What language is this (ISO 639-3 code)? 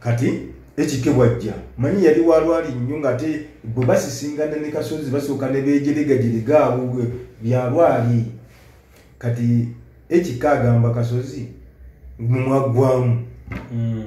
lug